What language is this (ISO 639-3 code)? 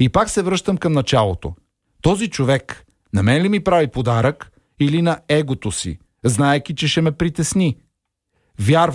bul